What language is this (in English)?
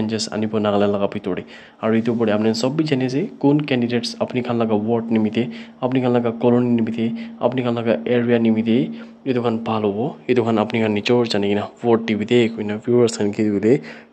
Naga Pidgin